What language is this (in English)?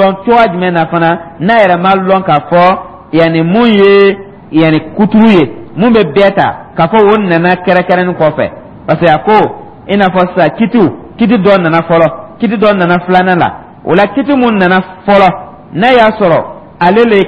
Dyula